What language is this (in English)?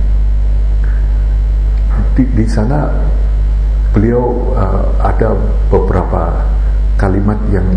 Indonesian